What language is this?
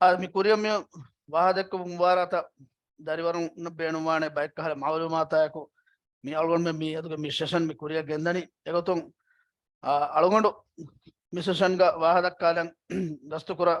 Divehi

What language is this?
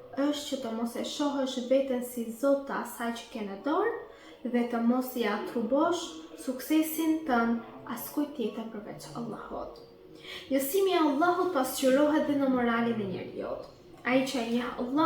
Albanian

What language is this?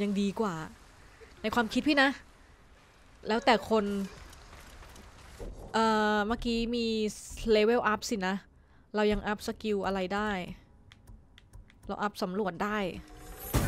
Thai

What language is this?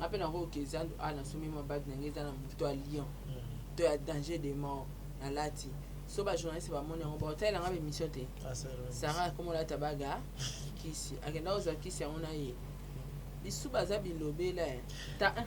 Lingala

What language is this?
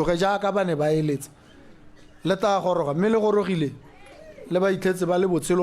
Tswana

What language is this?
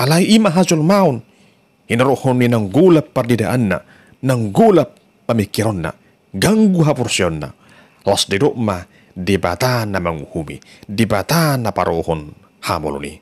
Batak Toba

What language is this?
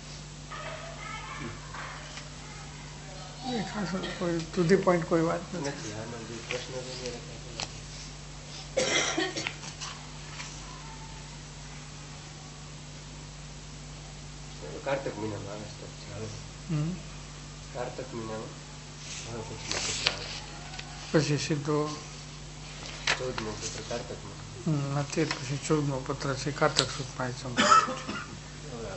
Gujarati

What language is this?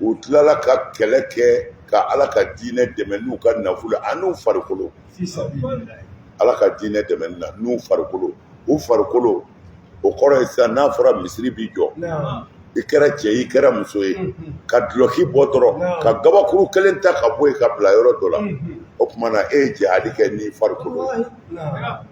Bambara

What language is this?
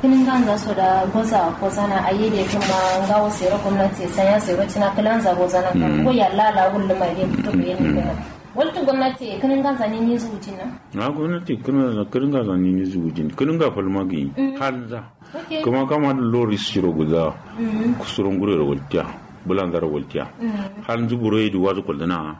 Kanuri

